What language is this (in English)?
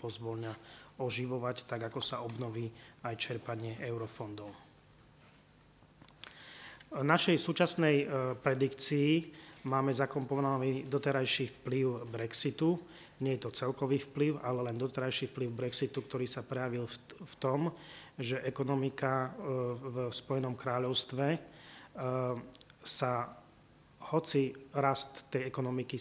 Slovak